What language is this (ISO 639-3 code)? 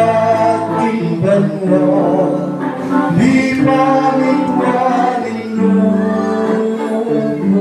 pam